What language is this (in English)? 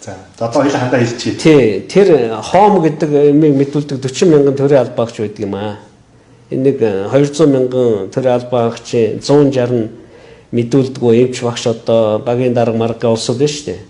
Mongolian